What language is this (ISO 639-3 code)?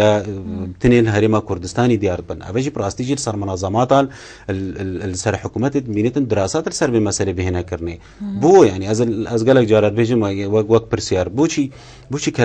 kur